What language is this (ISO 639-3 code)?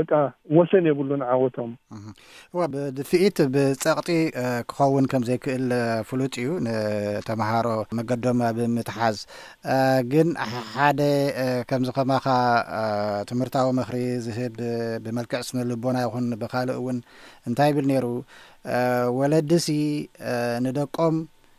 tir